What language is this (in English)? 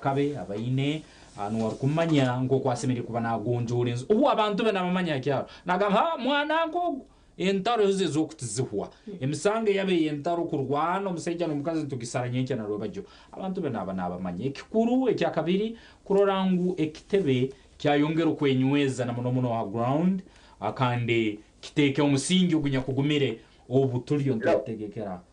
Nyankole